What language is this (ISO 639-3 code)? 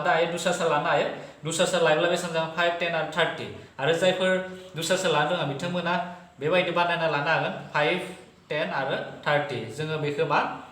brx